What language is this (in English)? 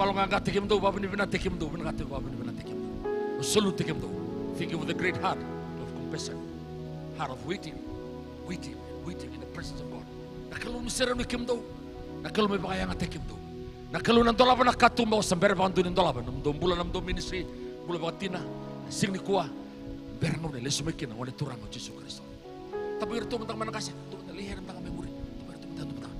Fijian